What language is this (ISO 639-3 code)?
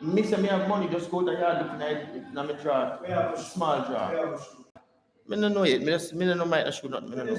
jam